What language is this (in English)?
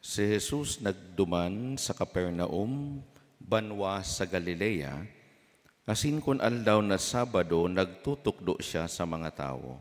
Bikol